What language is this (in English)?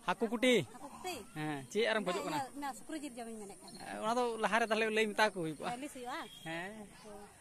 Santali